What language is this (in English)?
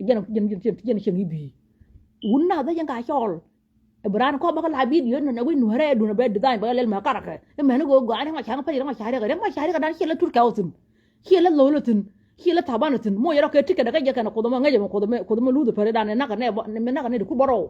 Nuer